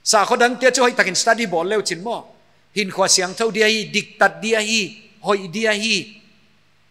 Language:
Paite Chin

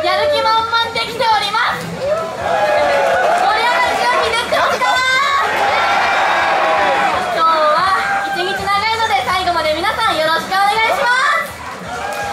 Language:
Japanese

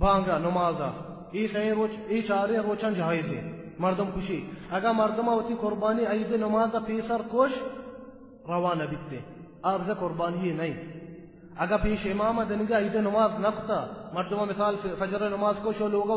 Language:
Baluchi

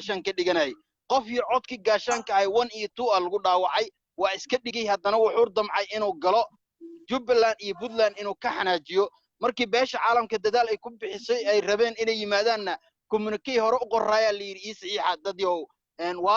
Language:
Somali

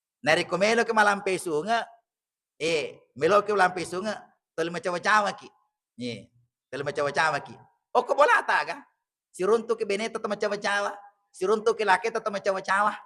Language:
Buginese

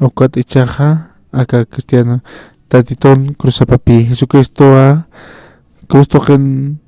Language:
Aymara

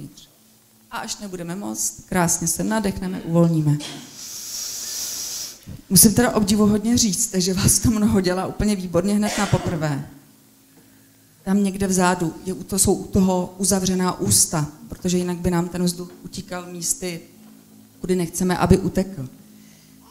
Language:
Czech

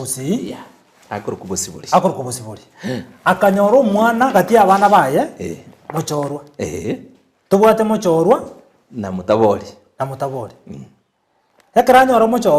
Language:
Gusii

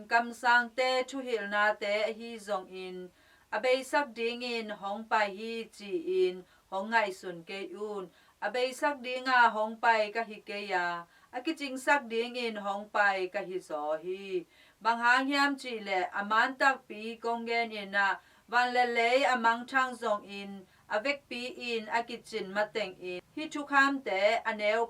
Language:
Tedim Chin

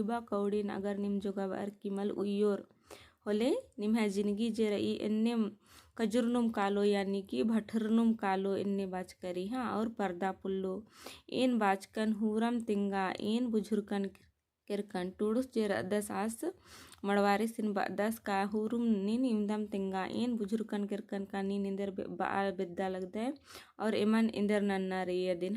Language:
Kurukh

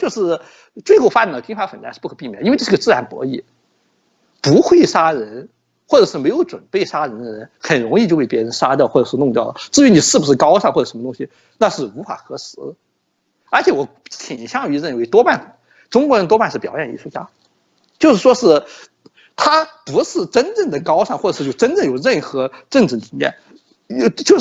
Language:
Chinese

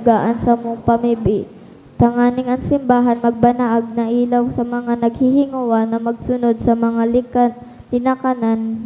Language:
Bikol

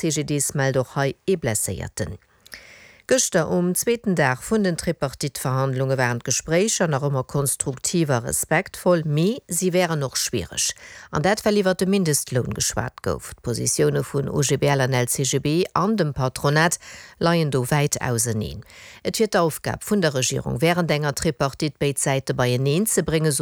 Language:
Luxembourgish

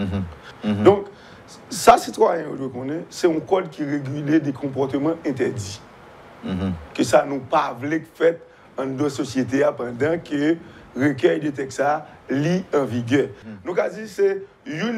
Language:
French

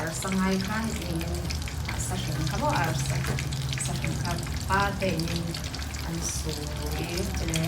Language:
Falam Chin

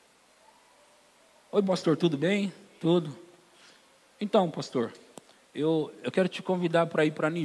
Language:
Portuguese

